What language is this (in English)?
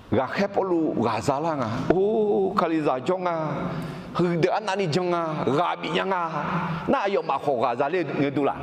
Akha